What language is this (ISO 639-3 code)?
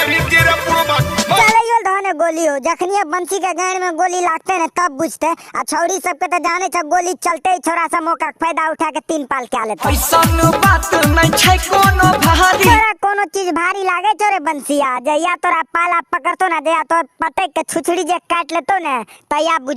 mai